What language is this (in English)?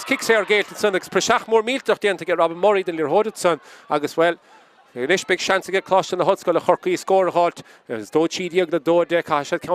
Irish